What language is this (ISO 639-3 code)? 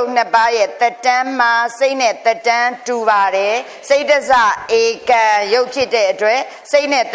mya